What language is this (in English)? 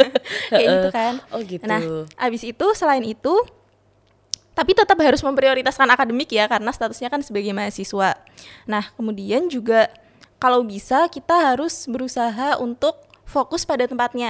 Indonesian